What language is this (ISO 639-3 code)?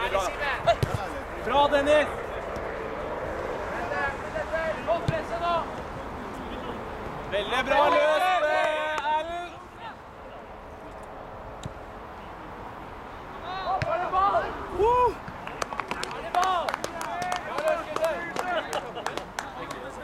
nor